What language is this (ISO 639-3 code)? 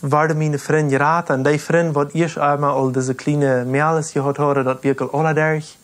pdt